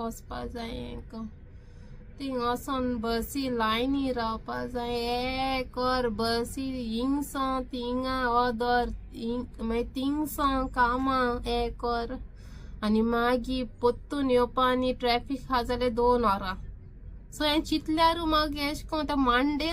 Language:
Konkani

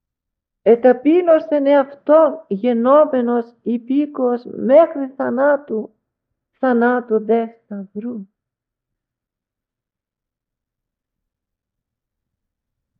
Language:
Greek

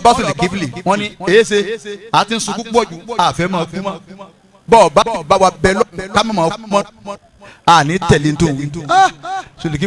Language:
Yoruba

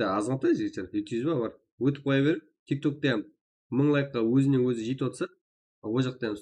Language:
Kara-Kalpak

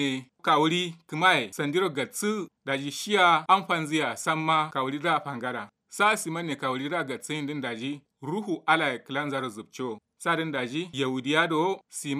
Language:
Kanuri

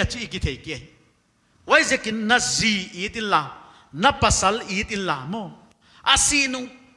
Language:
Paite Chin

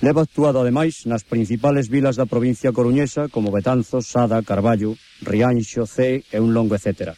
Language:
Galician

